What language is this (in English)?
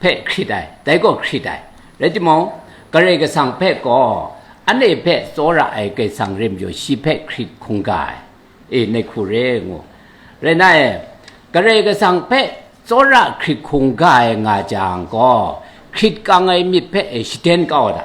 Kachin